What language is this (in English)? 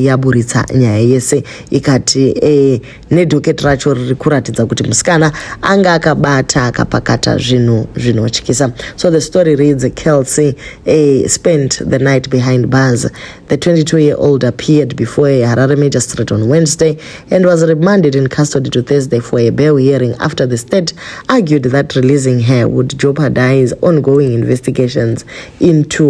Shona